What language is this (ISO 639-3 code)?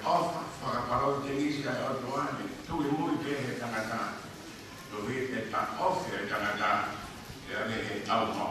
ton